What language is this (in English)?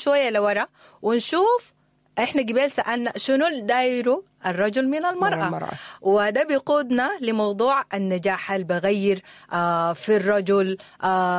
Sudanese Arabic